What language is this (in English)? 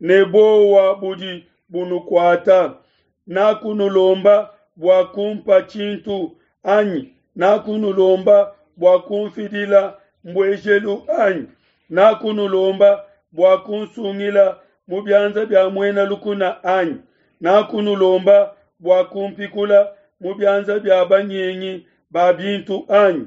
Luba-Lulua